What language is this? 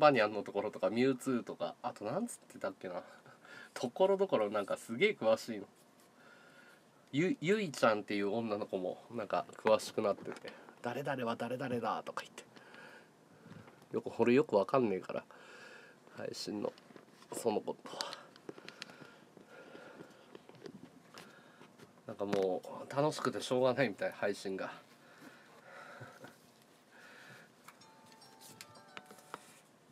Japanese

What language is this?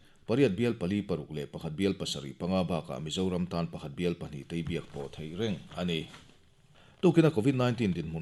Mizo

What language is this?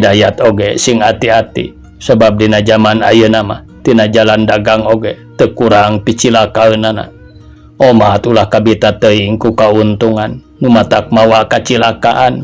Sundanese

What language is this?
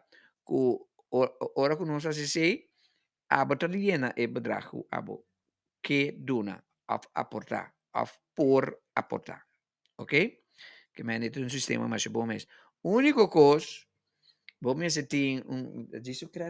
Papiamento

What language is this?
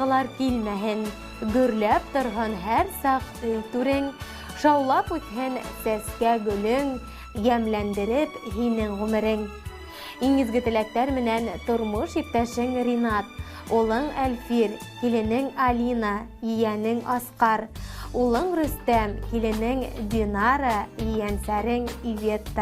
Bashkir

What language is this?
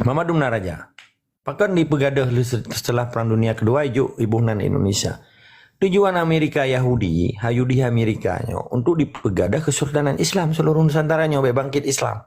Achinese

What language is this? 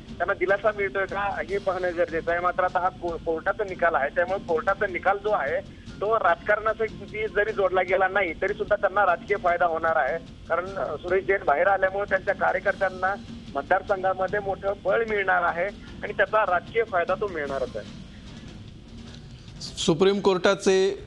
Marathi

